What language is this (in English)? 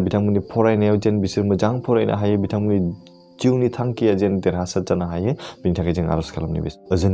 Bodo